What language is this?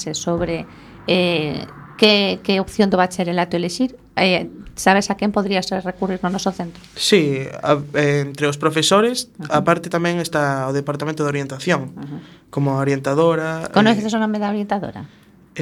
Galician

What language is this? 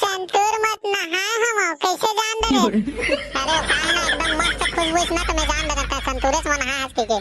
Chhattisgarhi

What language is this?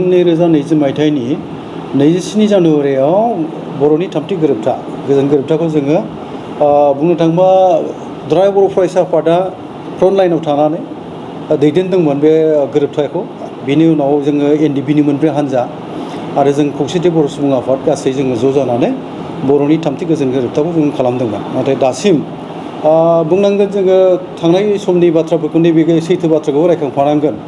Bodo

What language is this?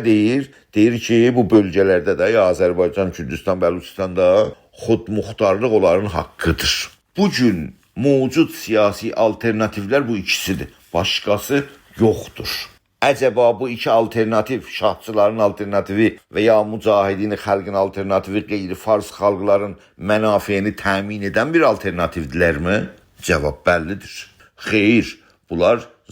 South Azerbaijani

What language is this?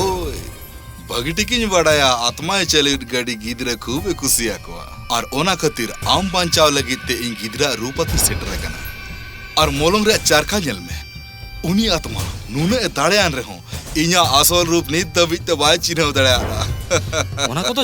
Santali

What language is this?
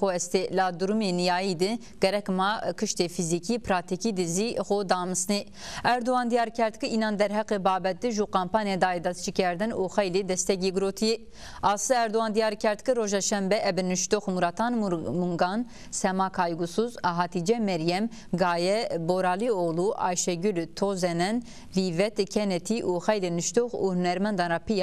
Zaza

